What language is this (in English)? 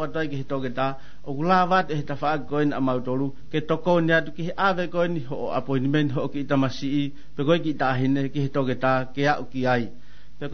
Tongan